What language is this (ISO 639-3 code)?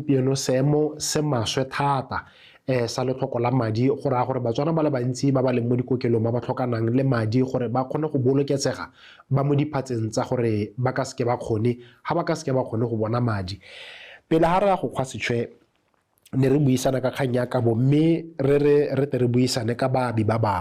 tsn